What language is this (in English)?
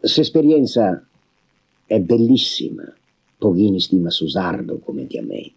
Sardinian